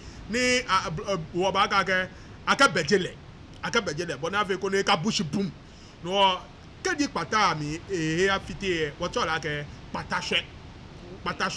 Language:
Ga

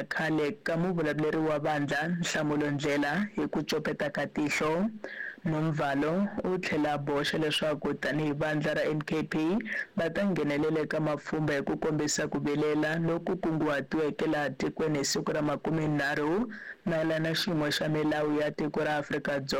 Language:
Tsonga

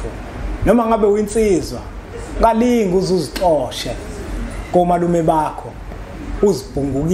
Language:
Zulu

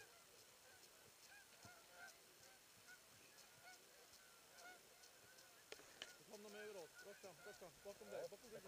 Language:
Swedish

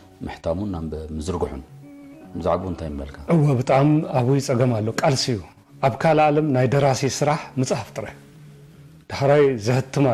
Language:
Tigrinya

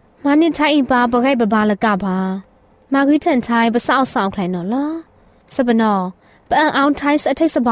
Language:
Burmese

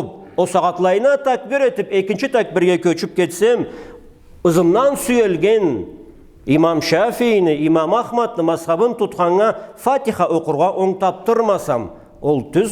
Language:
Karachay-Balkar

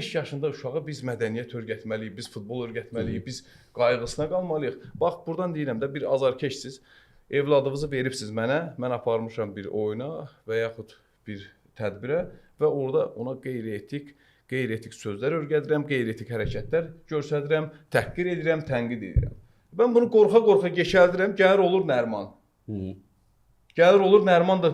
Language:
Azerbaijani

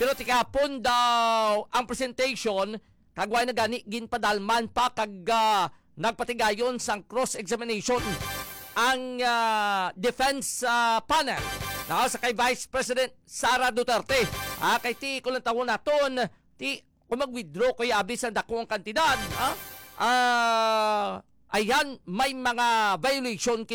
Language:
Hiligaynon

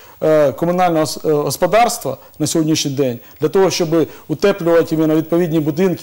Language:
Ukrainian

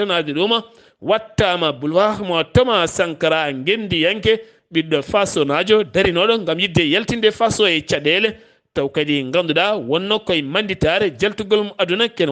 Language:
Fula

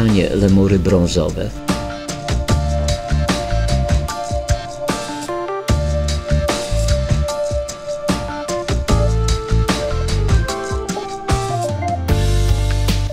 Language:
Polish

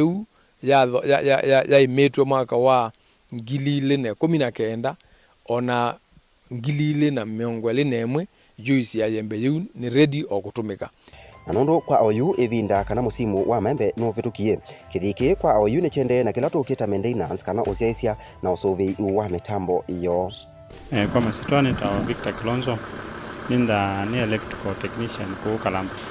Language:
Kamba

